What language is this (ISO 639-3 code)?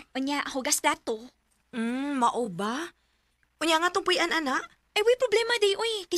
ceb